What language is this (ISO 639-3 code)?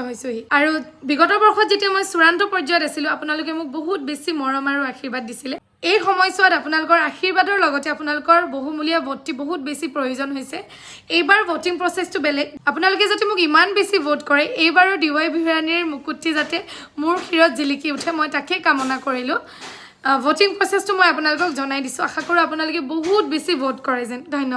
asm